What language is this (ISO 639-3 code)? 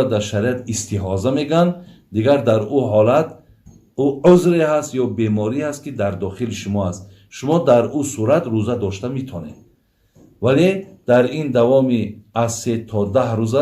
tgk